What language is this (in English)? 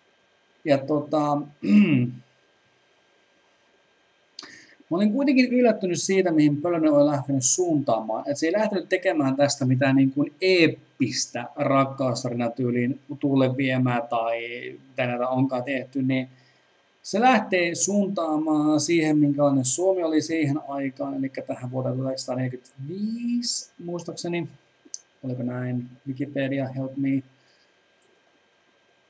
Finnish